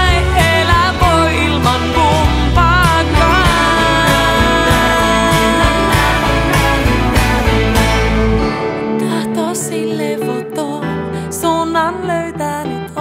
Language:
Finnish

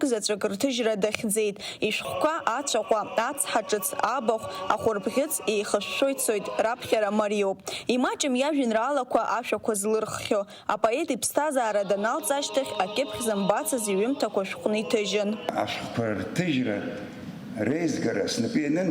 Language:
Abkhazian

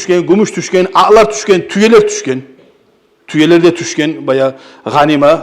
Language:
Kumyk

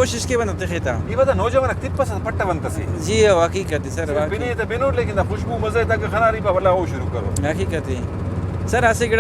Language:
Brahui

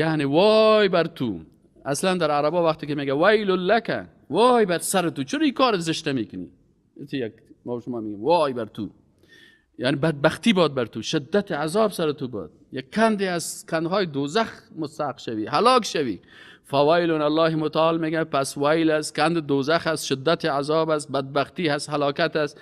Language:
Persian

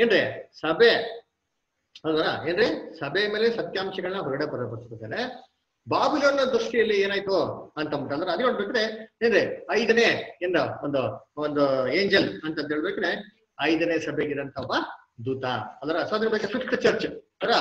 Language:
Kannada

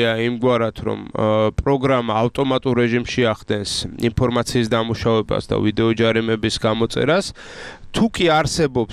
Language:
Georgian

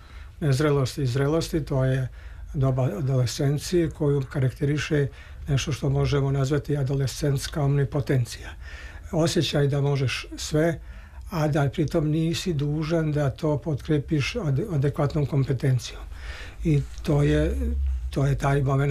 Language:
Serbian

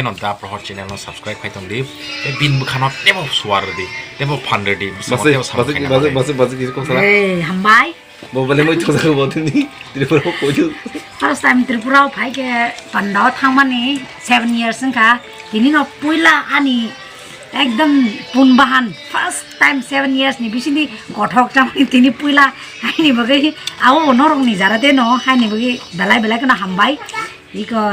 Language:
Kok Borok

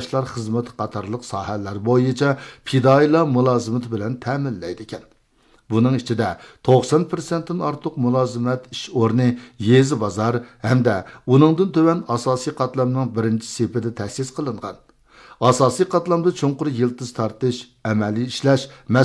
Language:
Uyghur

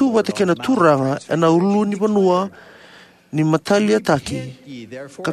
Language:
Fijian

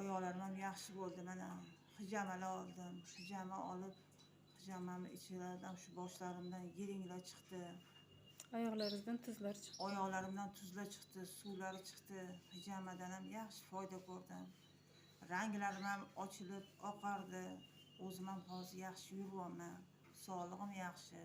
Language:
Uzbek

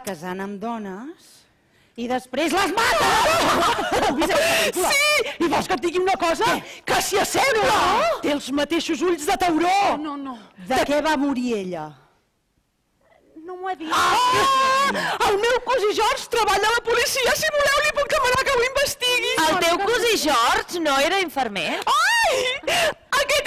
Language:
Catalan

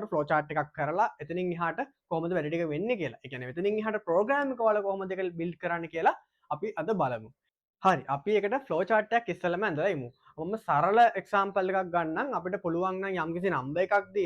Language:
Sinhala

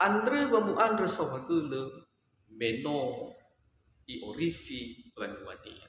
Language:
Nias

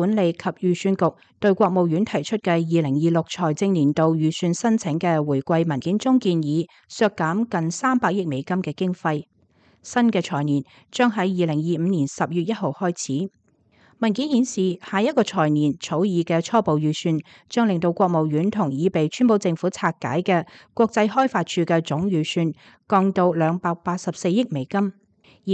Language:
Cantonese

